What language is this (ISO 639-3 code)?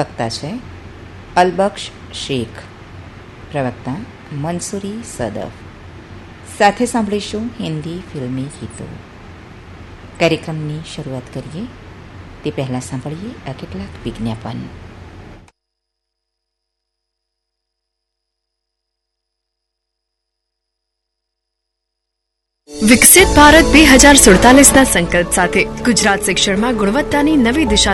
guj